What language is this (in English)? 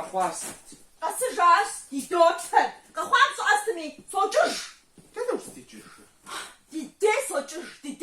Kabardian